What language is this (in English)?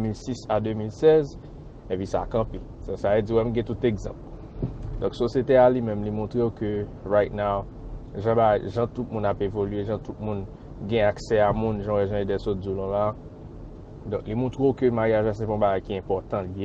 Haitian Creole